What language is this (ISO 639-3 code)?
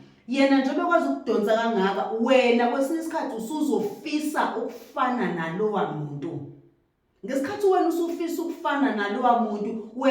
zul